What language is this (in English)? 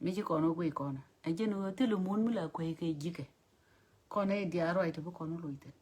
Nuer